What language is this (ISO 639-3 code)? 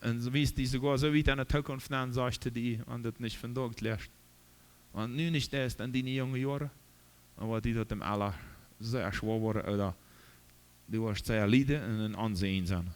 pdt